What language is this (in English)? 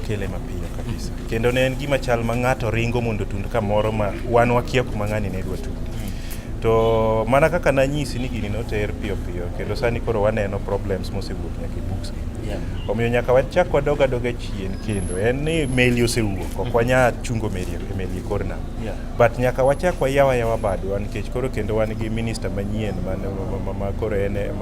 Luo (Kenya and Tanzania)